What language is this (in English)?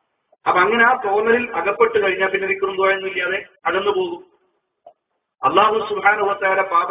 Malayalam